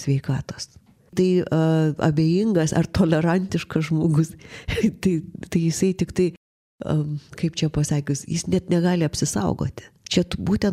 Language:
Lithuanian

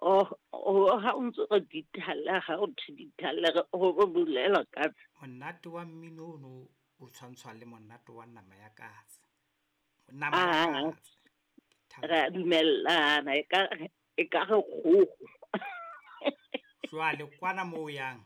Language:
Southern Sotho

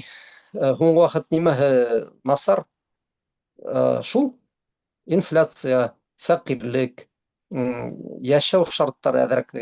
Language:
Bashkir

